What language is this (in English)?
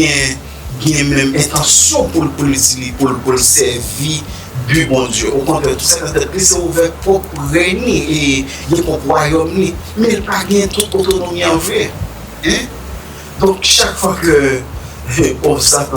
Haitian Creole